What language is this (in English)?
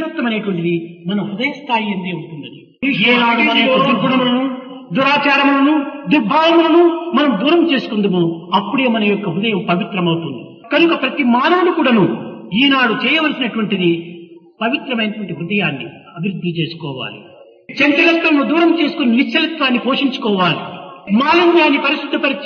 Telugu